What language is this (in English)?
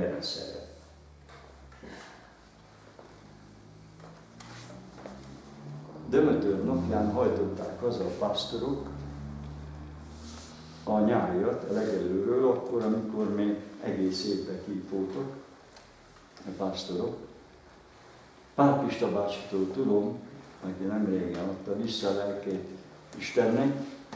Hungarian